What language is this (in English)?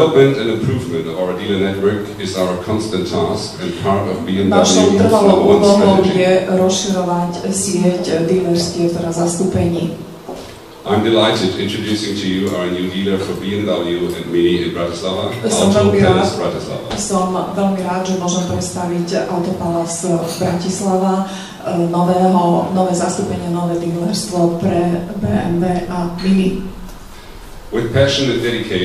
Slovak